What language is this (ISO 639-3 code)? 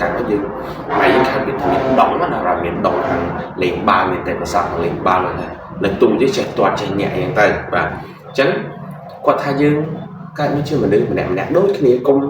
khm